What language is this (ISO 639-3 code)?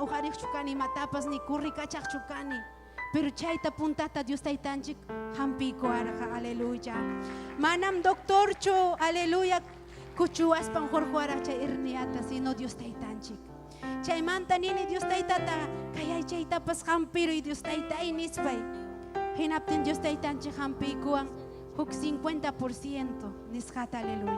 quy